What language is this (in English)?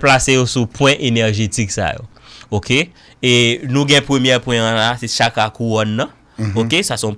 Haitian Creole